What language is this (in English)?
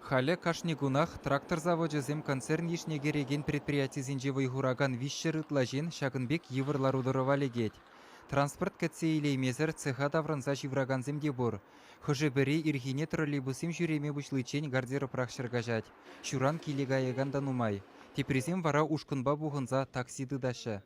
Chuvash